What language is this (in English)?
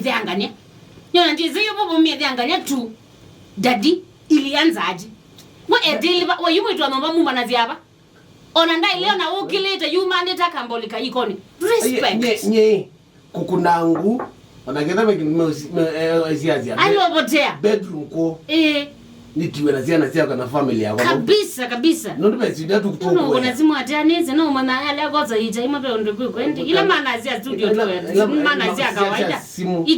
Kamba